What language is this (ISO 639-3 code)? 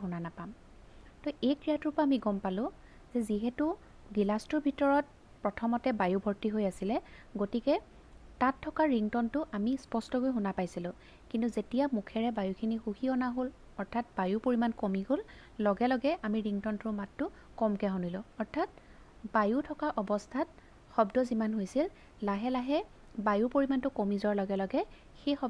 asm